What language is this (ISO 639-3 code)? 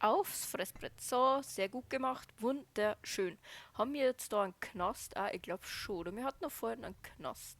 bar